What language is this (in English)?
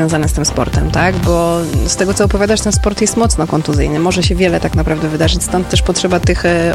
Polish